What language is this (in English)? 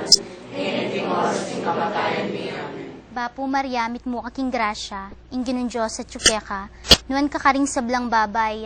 Pampanga